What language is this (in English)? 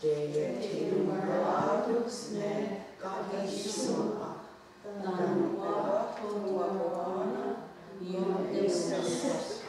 Mohawk